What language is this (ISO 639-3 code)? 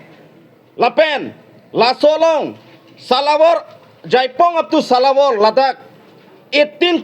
mjw